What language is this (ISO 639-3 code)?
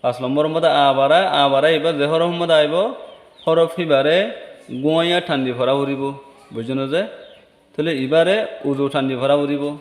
rhg